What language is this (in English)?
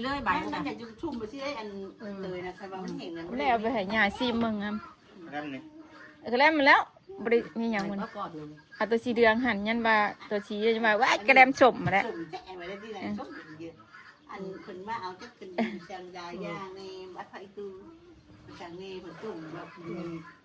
Northeastern Thai